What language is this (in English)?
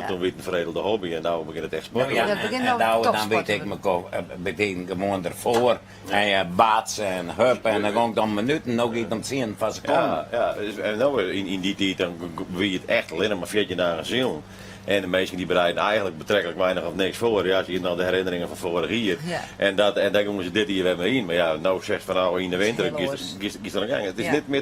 Western Frisian